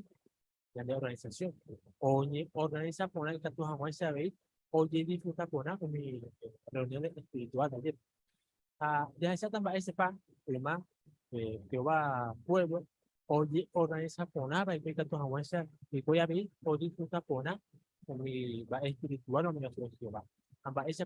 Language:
Guarani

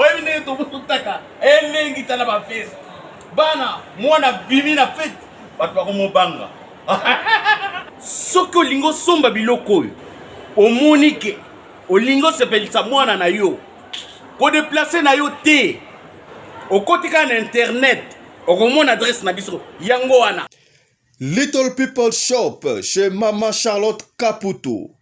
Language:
Lingala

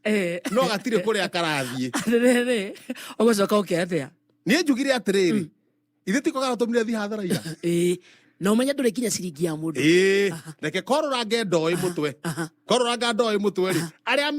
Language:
Kikuyu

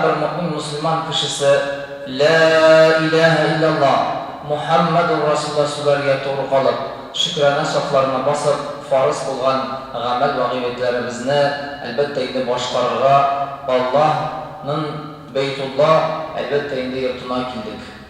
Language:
Tatar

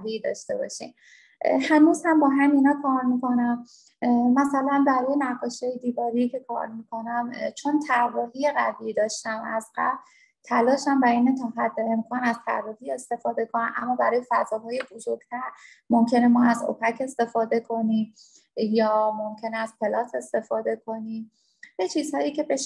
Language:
Persian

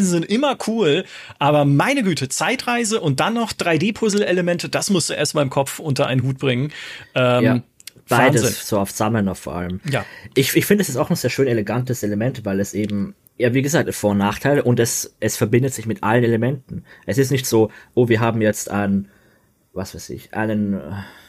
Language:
German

